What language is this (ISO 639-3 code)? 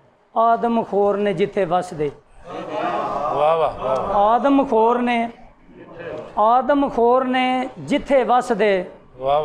pan